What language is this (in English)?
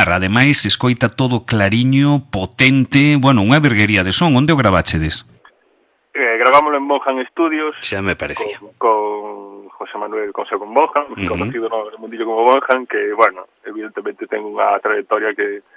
Galician